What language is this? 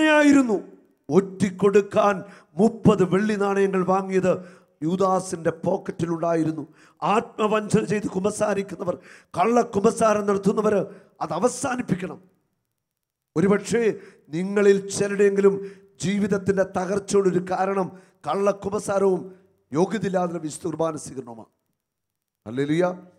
Malayalam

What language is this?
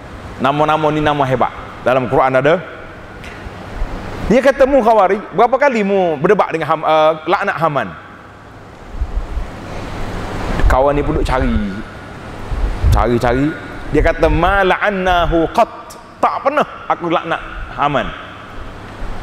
Malay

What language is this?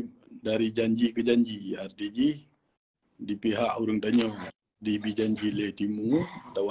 Achinese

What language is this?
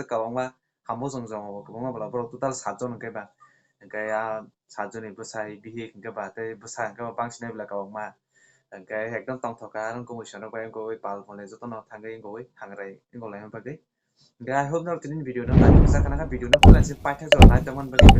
Kok Borok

